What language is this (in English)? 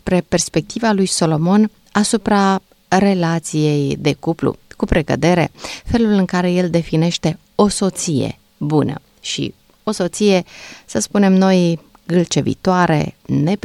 Romanian